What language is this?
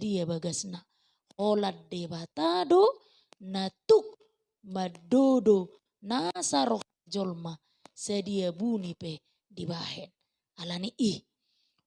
Batak Toba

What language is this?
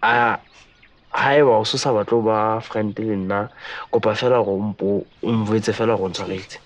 Southern Sotho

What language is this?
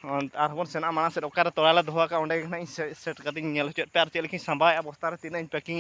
Santali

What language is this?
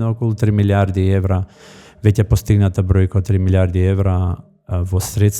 Macedonian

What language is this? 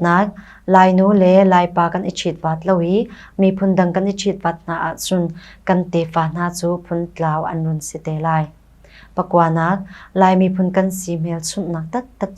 Hakha Chin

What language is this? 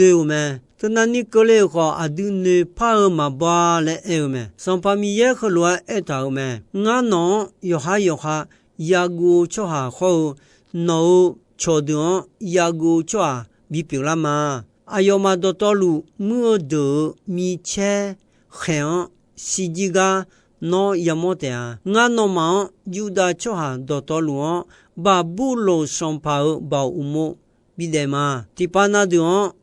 Akha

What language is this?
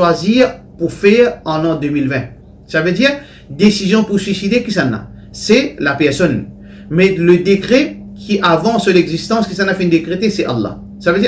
Morisyen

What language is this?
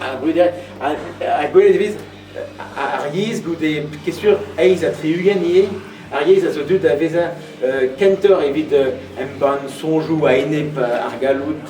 Breton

